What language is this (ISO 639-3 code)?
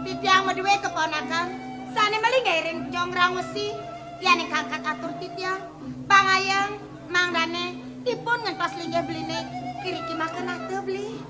ban